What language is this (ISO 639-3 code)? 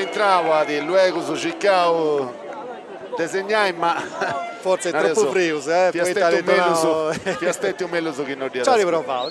srd